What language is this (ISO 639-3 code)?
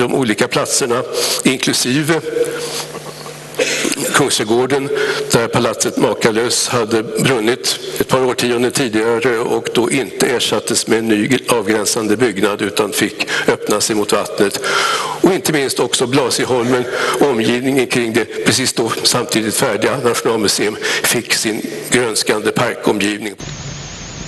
swe